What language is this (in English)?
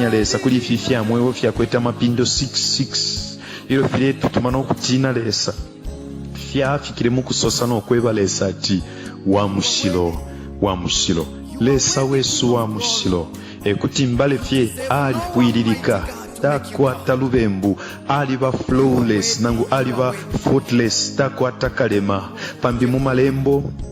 Bemba